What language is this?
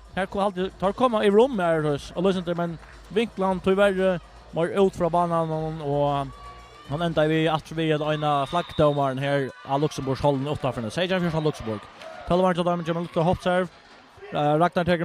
Faroese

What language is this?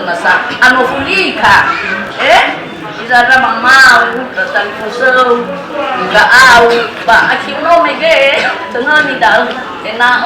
Nias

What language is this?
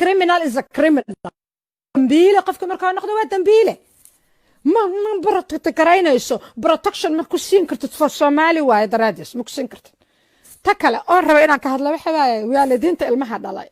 Somali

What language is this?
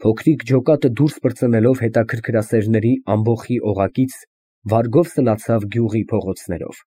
Armenian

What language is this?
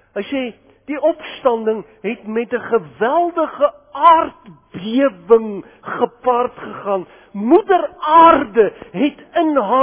Afrikaans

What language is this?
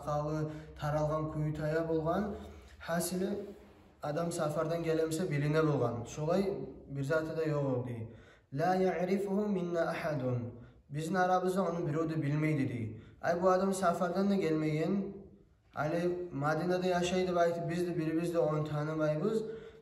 Kumyk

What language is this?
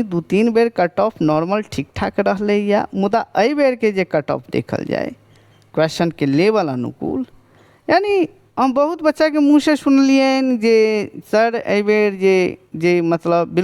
Maithili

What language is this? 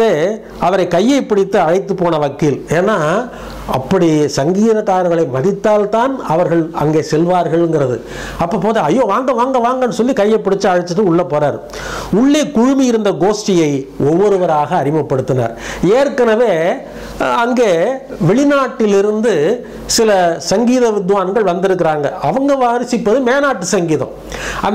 Tamil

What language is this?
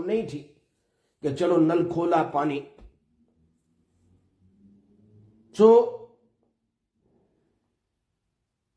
Urdu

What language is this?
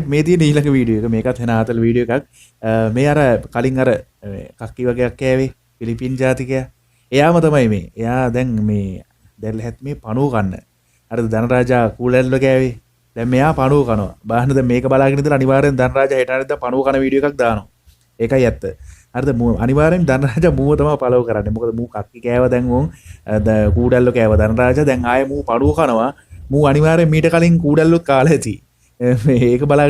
Sinhala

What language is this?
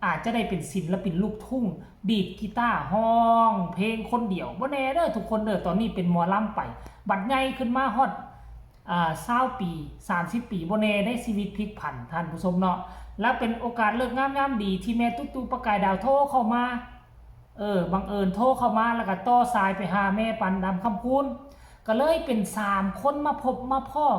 Northeastern Thai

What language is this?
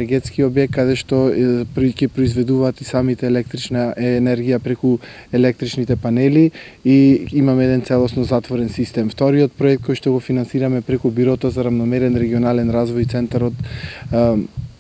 Macedonian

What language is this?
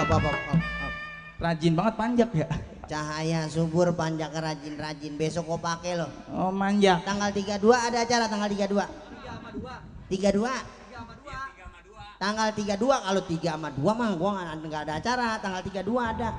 Betawi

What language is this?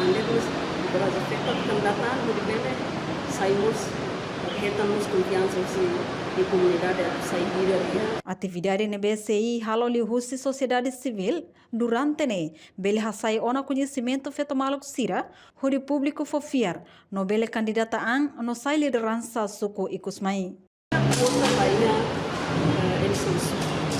Tetum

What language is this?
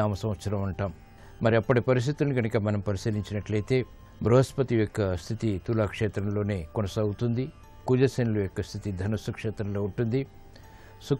Telugu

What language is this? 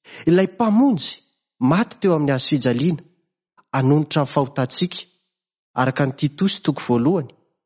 Malagasy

